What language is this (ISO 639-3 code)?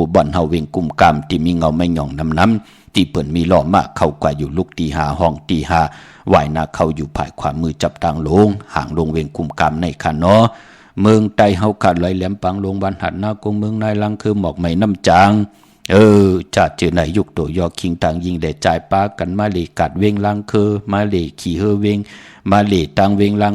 shn